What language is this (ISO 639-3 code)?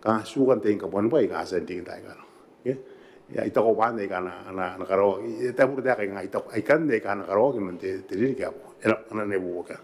gil